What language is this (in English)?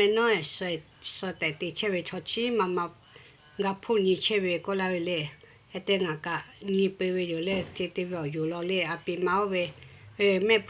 Lahu